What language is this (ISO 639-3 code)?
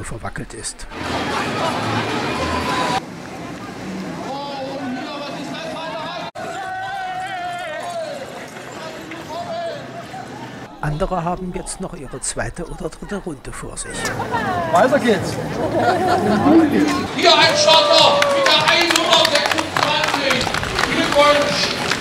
deu